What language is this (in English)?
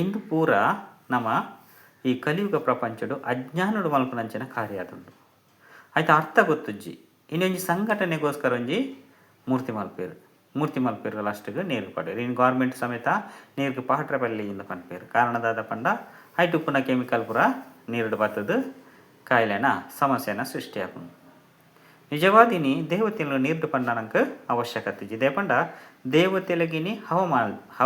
Tulu